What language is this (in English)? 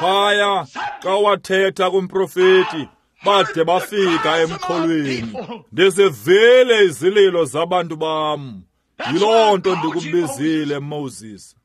Xhosa